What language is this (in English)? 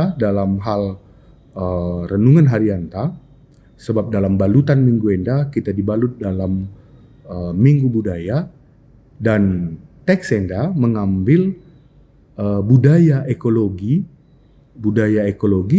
Batak Karo